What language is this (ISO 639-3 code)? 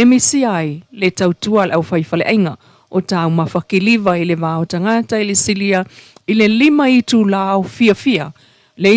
smo